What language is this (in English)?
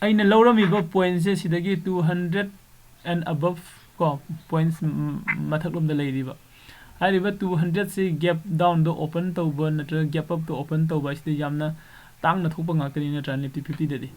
Manipuri